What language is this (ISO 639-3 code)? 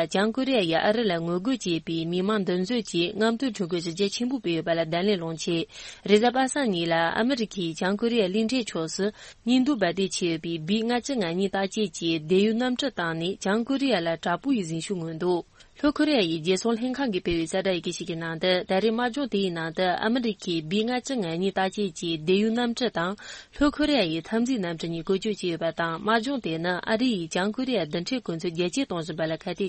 bod